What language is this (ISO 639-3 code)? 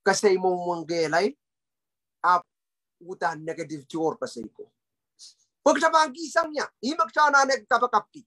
pon